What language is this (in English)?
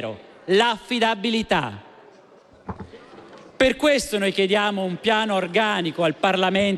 Italian